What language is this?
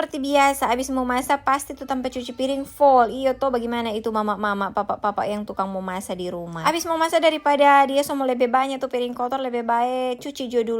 Manado Malay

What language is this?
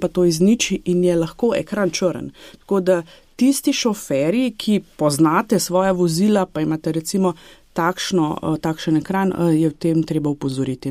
Slovenian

